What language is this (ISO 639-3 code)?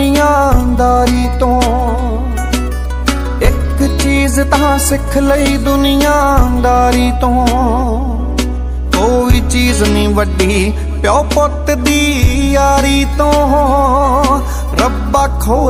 pan